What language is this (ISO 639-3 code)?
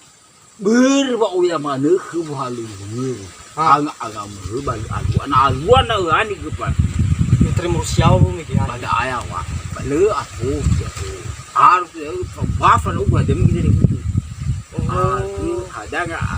nia